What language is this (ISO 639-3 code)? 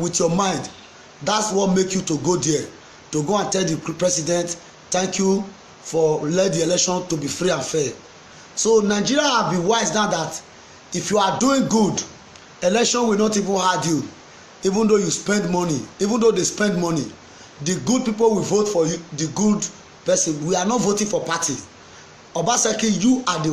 pcm